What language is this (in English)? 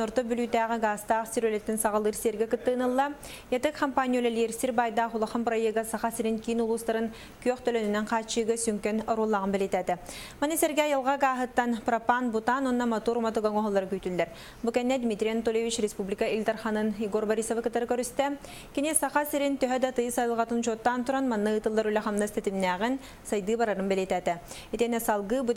Yakut